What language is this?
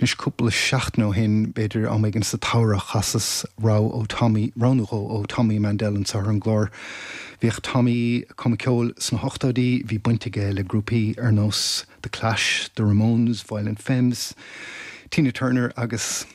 Irish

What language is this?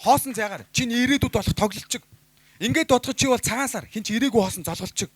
Mongolian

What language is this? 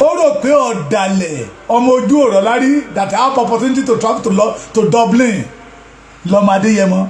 Yoruba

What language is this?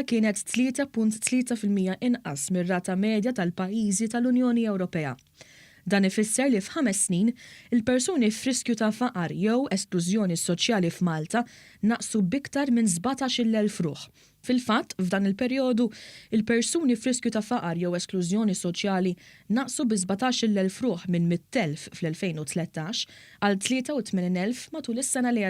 Maltese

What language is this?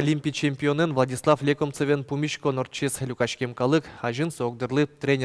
Udmurt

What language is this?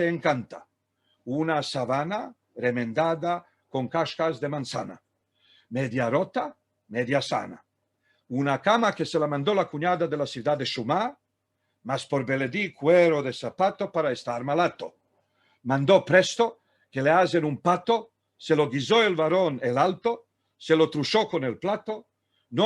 Ladino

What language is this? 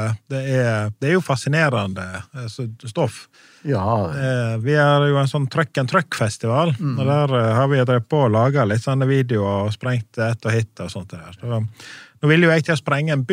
Norwegian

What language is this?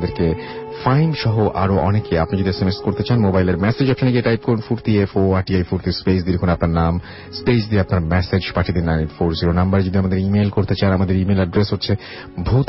Bangla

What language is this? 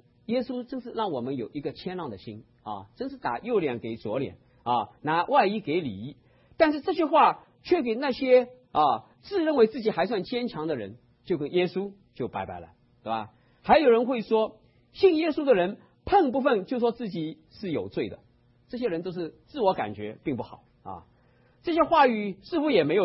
Chinese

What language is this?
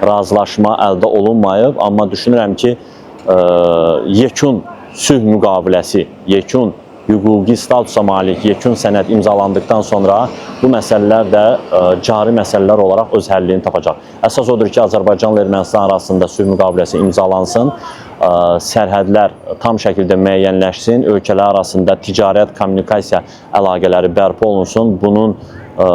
Azerbaijani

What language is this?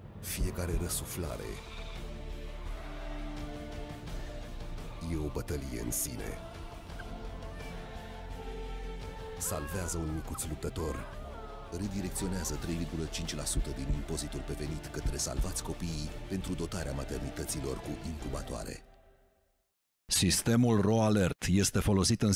Romanian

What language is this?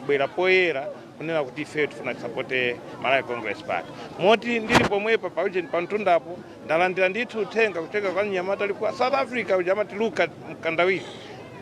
Nyanja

